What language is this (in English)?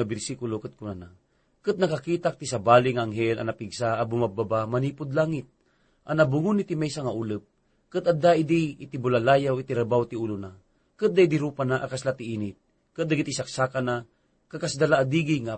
Iloko